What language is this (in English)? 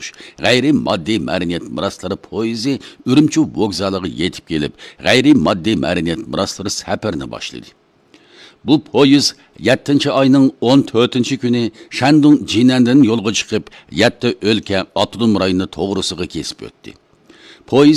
Uyghur